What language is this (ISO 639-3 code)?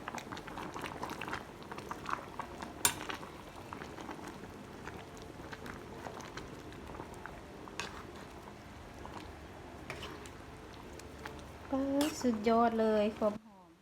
lao